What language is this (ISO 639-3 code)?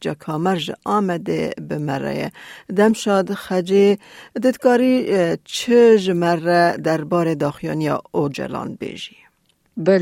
kur